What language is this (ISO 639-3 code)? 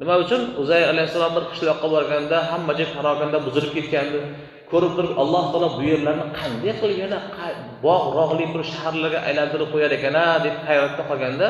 uzb